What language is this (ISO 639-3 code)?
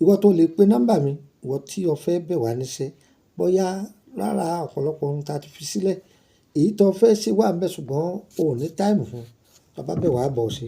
yor